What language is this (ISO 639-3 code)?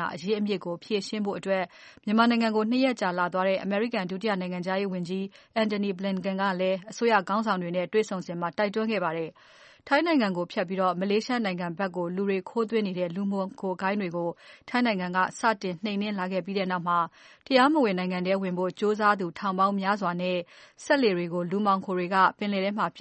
mya